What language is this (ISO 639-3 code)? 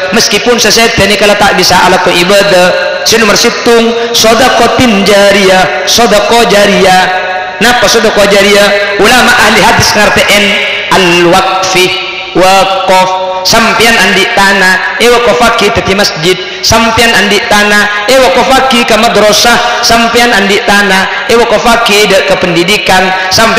mad